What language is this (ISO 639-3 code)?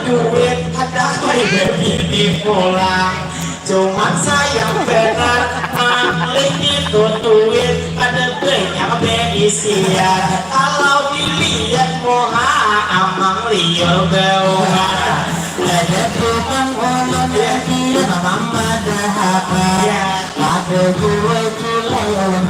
bjn